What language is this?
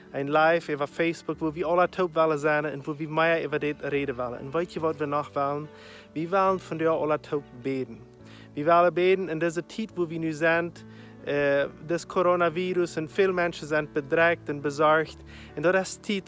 Plautdietsch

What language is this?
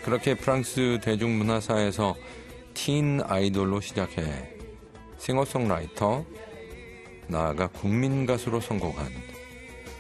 Korean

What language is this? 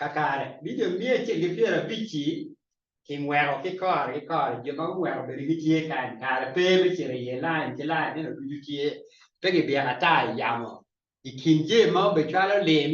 Acoli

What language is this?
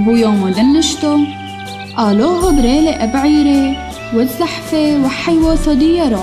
Turoyo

